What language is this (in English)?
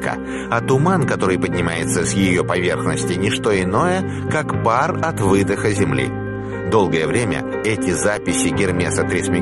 Russian